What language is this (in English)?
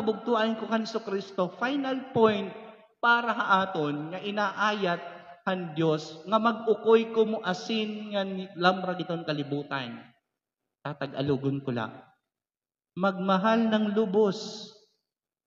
Waray